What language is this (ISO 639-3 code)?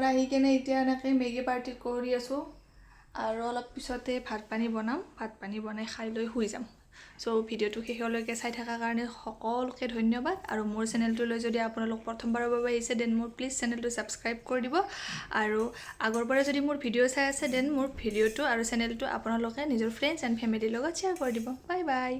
asm